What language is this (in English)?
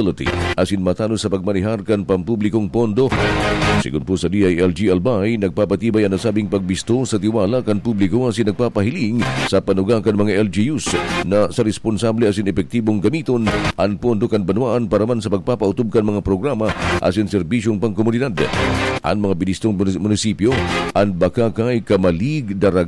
Bikol